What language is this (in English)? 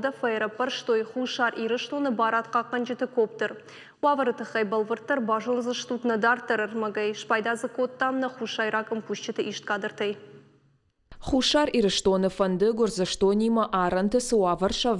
Ossetic